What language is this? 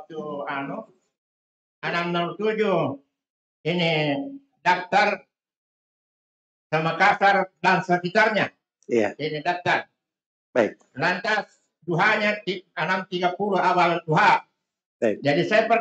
Indonesian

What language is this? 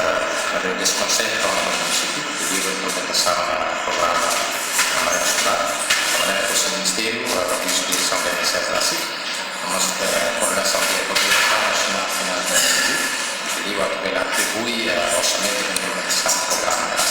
Tetum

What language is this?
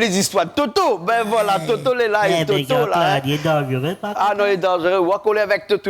Réunion Creole French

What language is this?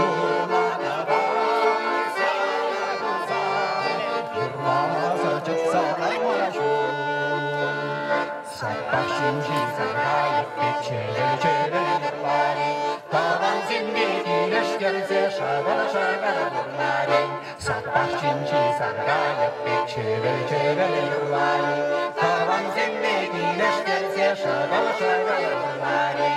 Chuvash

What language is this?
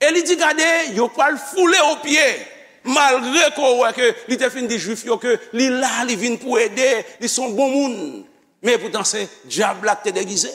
Haitian Creole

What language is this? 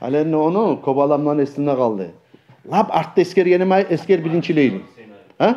Kumyk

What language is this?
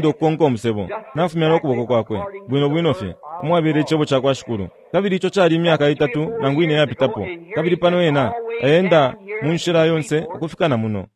Bemba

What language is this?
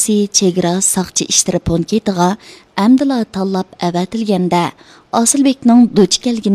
Uyghur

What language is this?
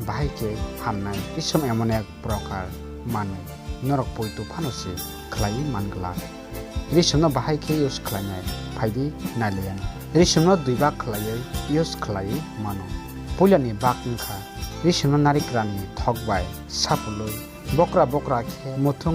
Kok Borok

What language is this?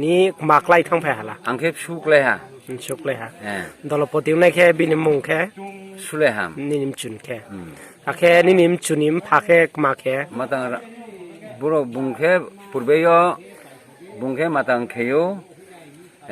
Riang (India)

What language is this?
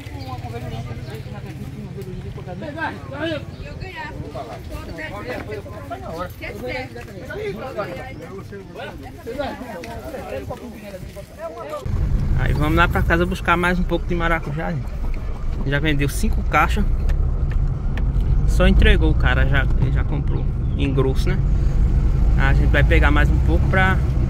Portuguese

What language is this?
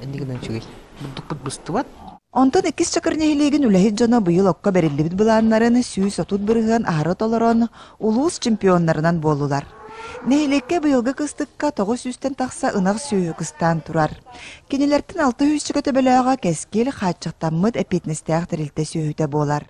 Yakut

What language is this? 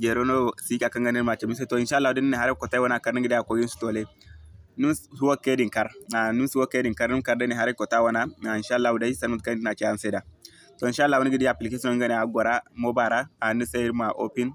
Zarma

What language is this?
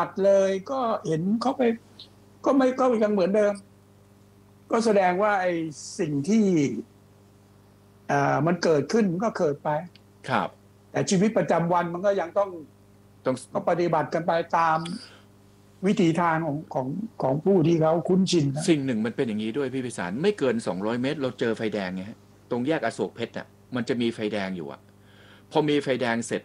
Thai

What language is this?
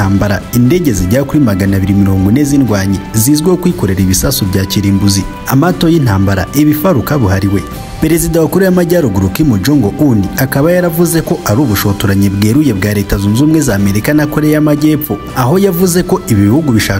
Kinyarwanda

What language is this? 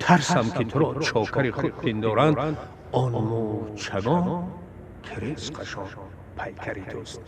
Tajik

